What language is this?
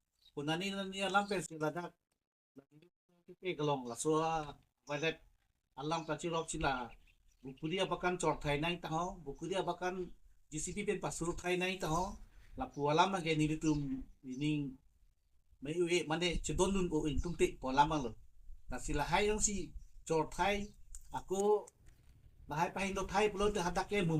Karbi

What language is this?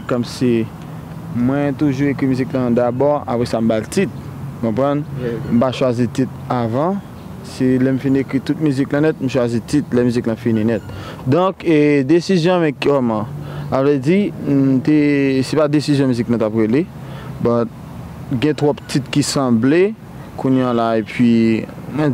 Haitian Creole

